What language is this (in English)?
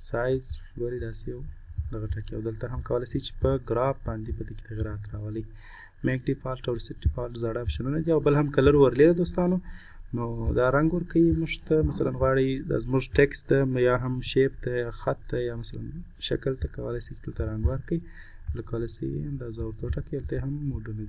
Pashto